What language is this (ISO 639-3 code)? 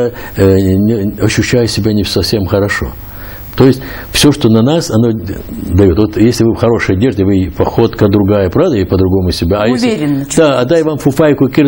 rus